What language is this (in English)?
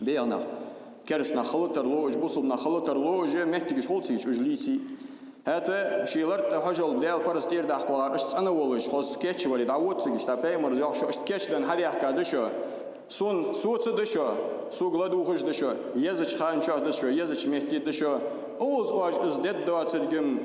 Ingush